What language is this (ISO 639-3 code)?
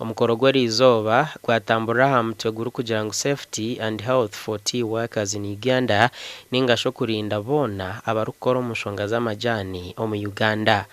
nyn